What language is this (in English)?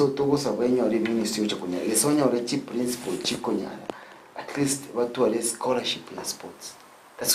Gusii